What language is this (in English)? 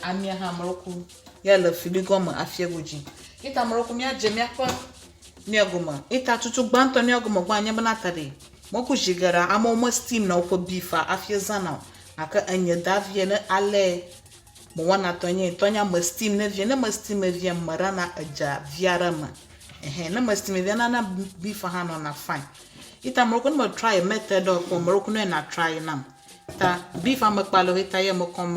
Ewe